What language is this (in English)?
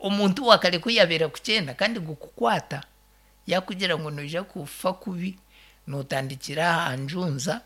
Nyankole